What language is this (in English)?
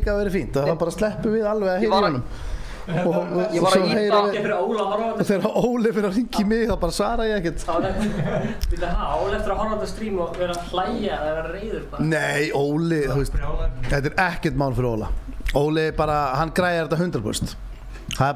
Icelandic